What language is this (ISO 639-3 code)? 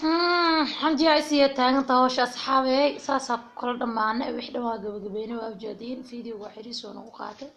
som